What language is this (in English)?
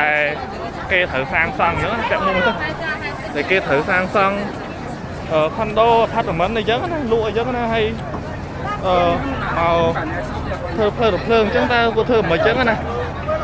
Khmer